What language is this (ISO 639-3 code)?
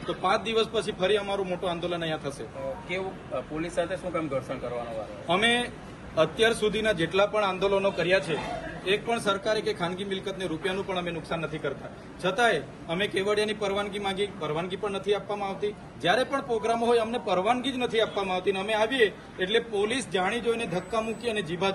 guj